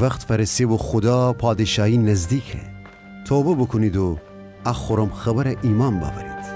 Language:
Gilaki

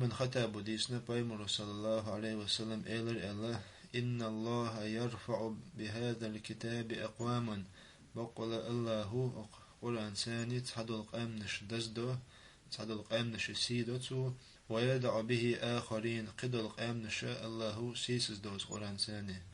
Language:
Chechen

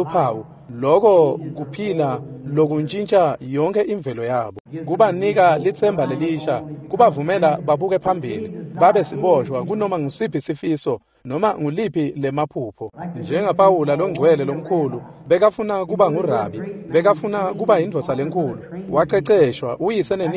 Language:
Swati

